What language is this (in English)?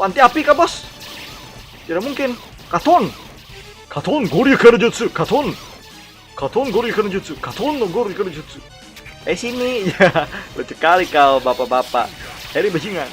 Banjar